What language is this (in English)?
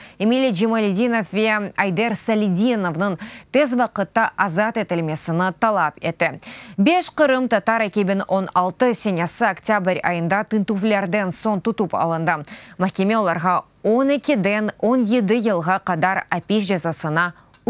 Crimean Tatar